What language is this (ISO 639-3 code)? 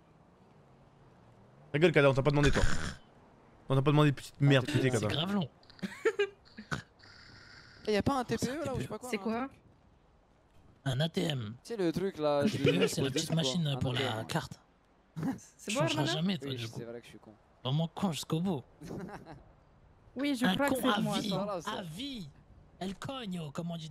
fra